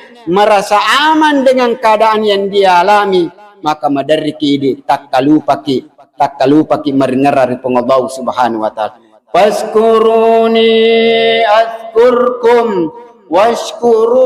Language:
Buginese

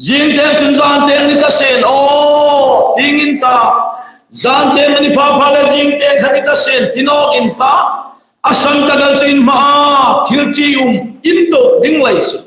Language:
Hmar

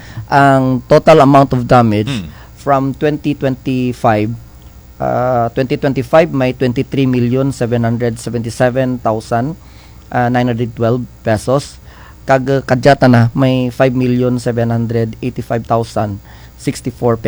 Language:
Kinaray-a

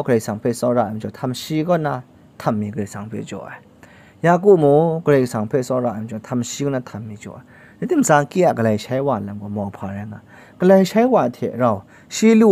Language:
Kachin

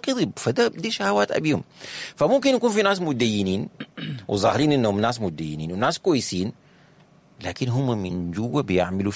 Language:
Sudanese Arabic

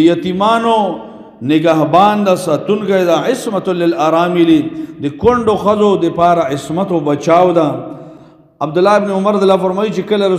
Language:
Pashto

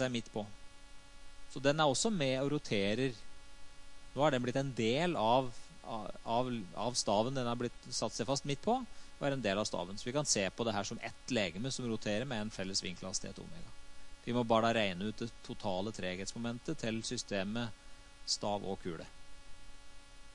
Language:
Norwegian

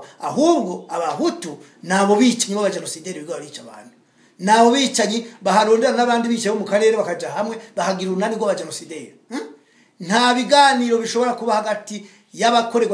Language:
Rundi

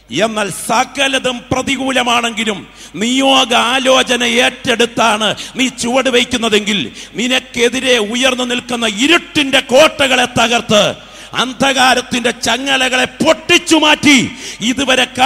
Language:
Malayalam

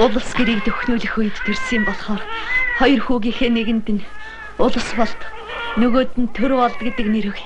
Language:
Mongolian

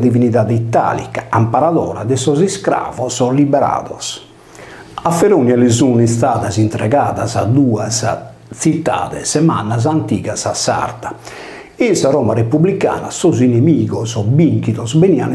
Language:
Sardinian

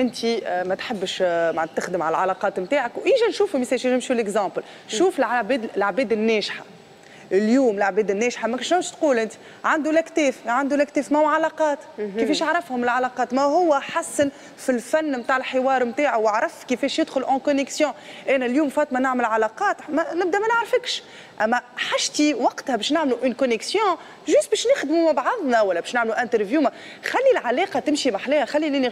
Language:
Tunisian Arabic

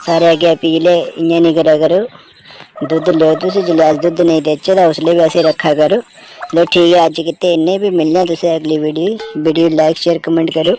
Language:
Dogri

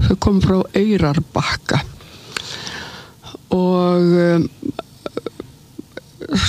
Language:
Icelandic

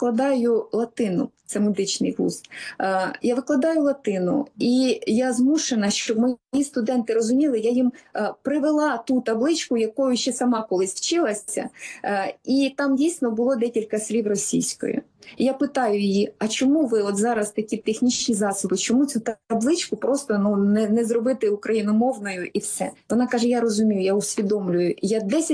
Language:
Ukrainian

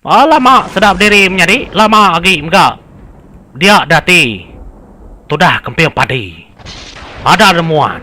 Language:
Iban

